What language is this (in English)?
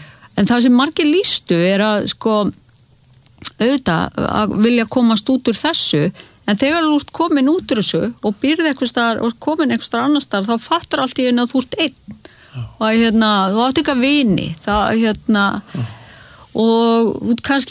Icelandic